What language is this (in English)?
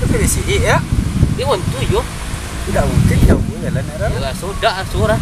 Minangkabau